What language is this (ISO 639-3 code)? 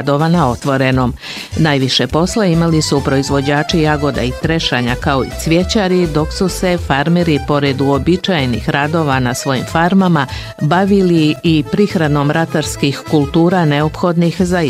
bos